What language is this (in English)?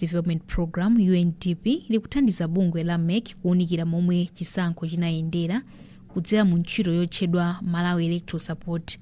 Nyanja